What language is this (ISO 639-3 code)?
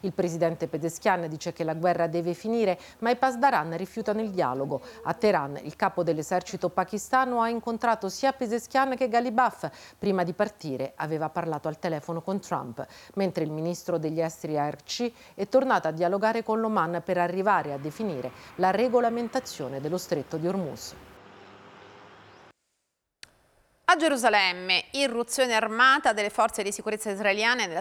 ita